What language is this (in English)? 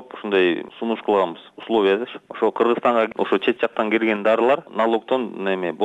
Kyrgyz